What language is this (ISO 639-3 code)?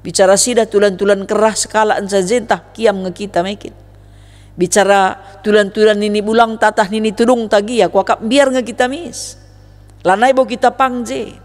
btx